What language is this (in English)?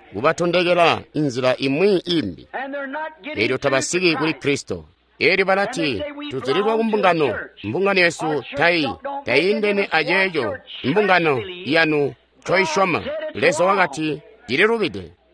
Tonga (Zambia)